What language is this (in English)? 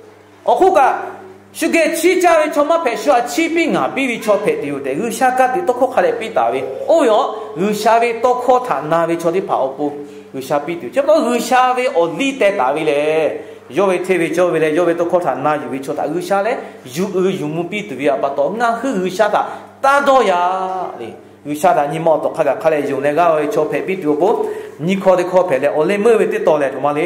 Lahu